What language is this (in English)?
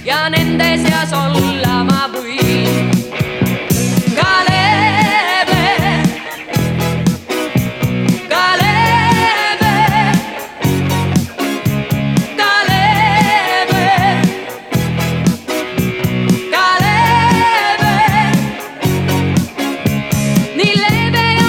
Estonian